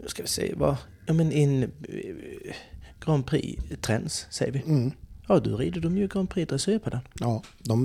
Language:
Swedish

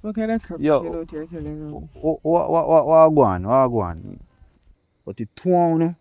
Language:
Jamaican Creole English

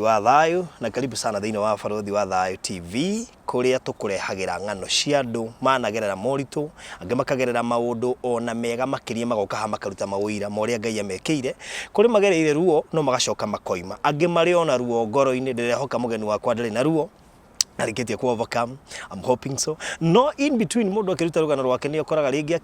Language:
Kikuyu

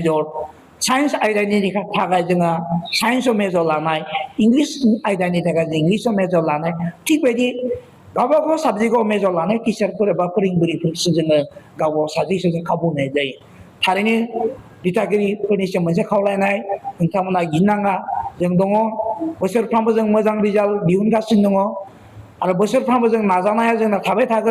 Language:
Bodo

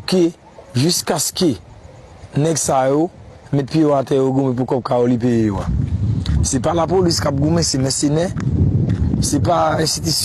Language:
Haitian Creole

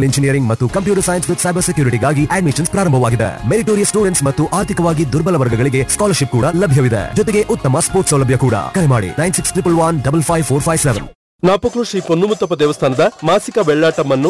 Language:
Kannada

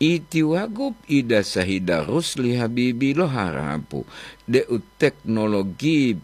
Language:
Gorontalo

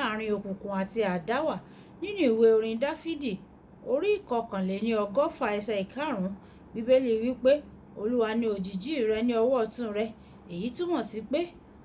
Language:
Yoruba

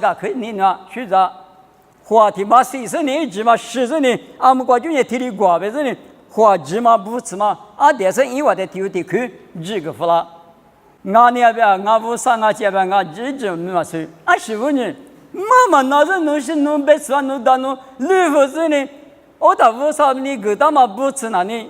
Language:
Lisu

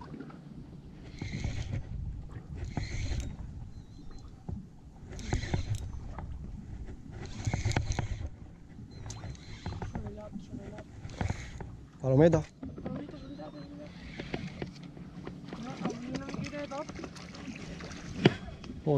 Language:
Catalan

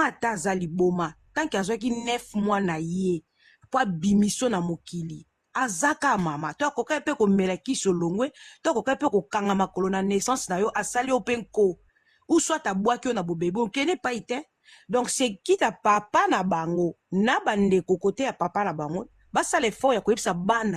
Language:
Lingala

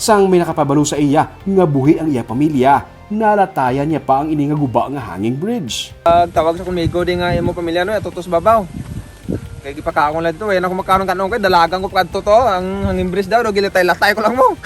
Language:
Hiligaynon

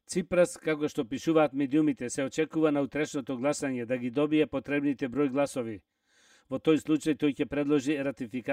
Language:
Macedonian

